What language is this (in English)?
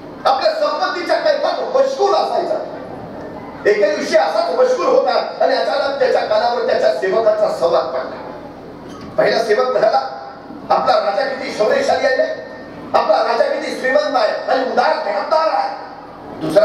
Marathi